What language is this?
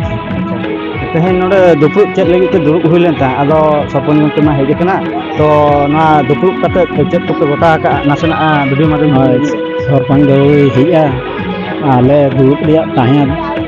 Santali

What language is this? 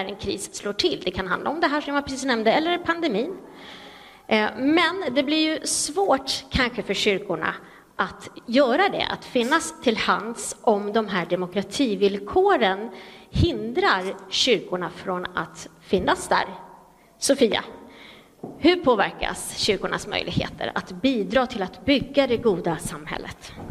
Swedish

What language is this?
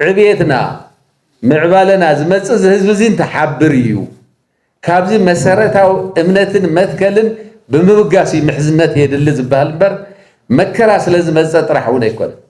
Tigrinya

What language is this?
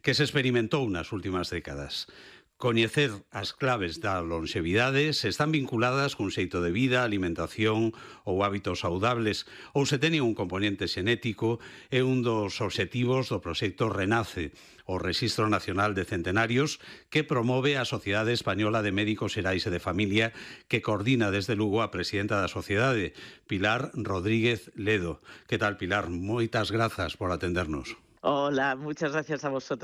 Galician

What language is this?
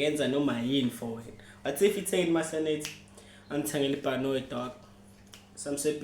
Zulu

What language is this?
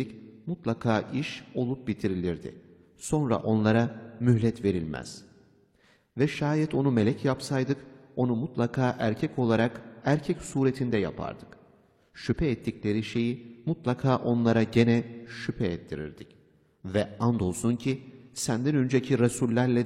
Turkish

